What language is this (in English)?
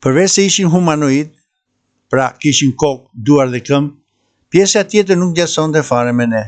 Albanian